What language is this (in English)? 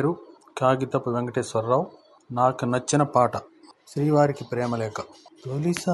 Telugu